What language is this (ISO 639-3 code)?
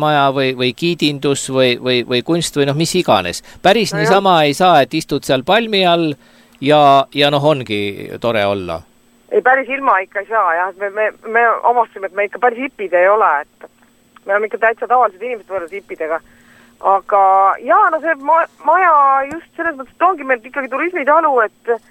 est